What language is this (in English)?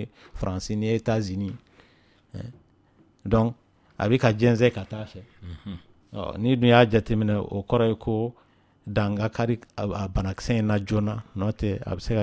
Dyula